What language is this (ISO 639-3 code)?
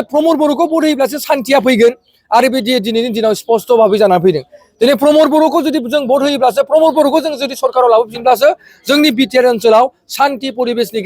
brx